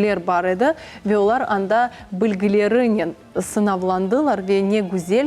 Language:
Crimean Tatar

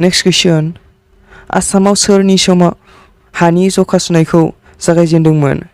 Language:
Bodo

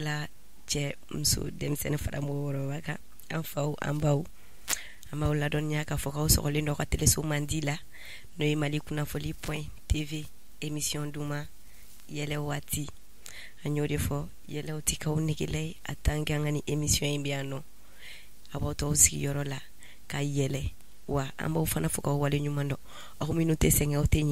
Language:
Bambara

